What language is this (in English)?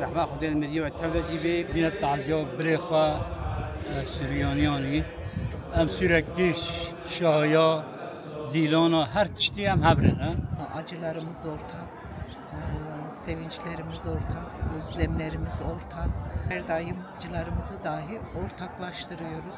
Kurdish